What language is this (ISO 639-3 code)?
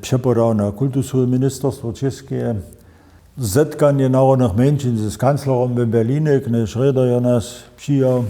hsb